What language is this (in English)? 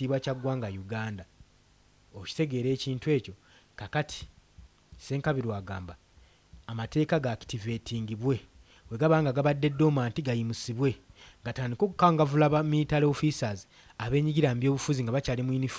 Ganda